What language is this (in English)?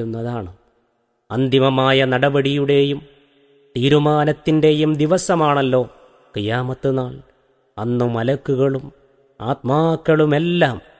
Malayalam